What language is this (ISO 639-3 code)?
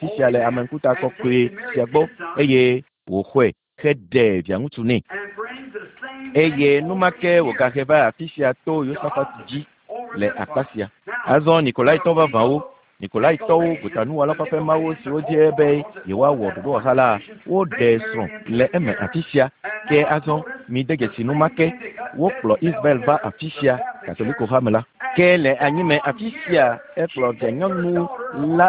ewe